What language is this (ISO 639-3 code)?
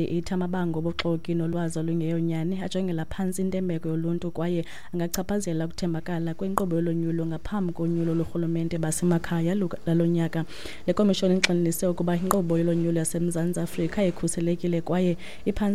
xho